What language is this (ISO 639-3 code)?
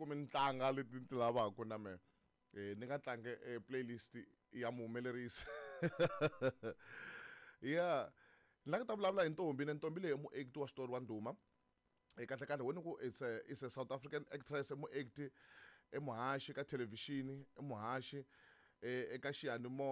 tso